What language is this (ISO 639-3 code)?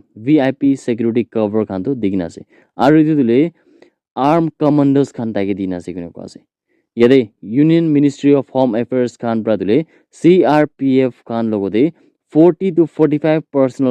nag